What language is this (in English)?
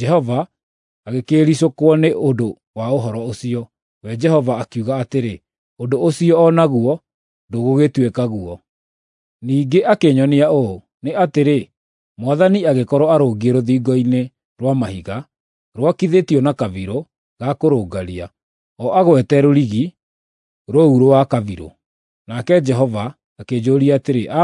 Kikuyu